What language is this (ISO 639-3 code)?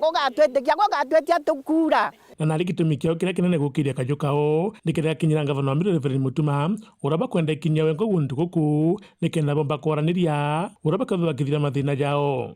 mer